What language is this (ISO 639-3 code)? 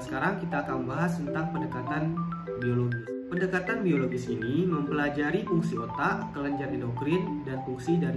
ind